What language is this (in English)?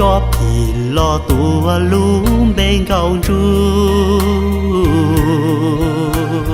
Hmong